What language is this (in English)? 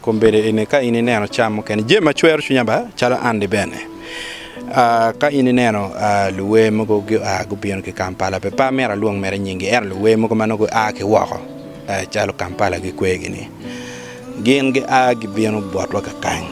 Acoli